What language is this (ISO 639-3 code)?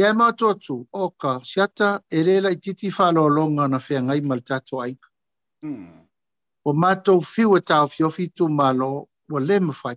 smo